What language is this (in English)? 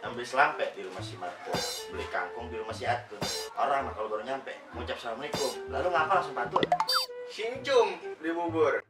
Betawi